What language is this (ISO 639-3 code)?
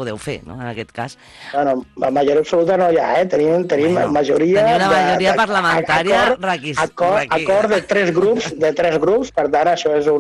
cat